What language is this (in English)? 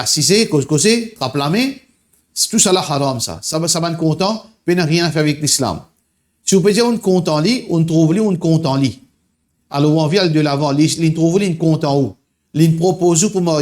Morisyen